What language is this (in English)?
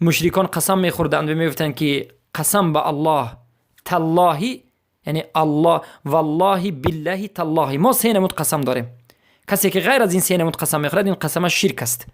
Persian